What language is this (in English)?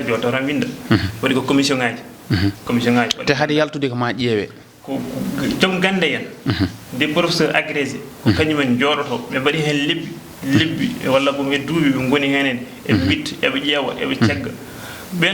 Fula